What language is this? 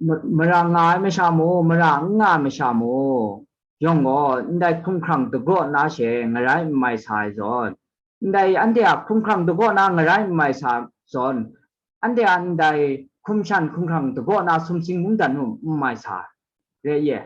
Kachin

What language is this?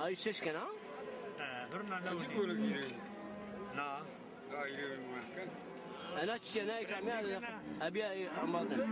Zaza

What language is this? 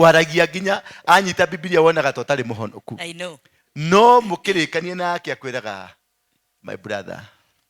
Kikuyu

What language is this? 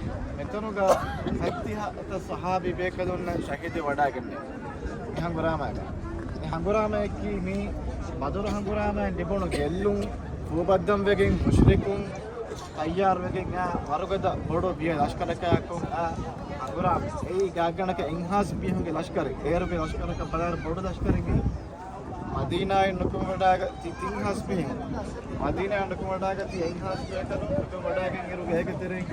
Divehi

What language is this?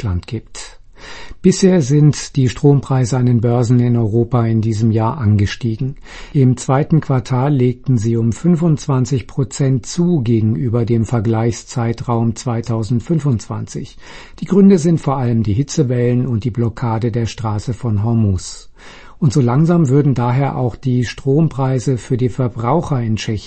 German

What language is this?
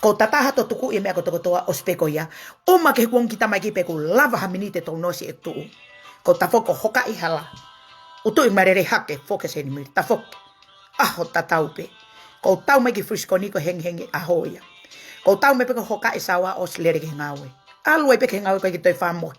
Tongan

